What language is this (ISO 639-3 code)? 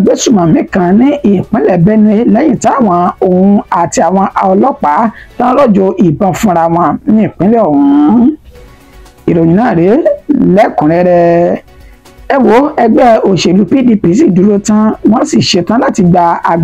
yor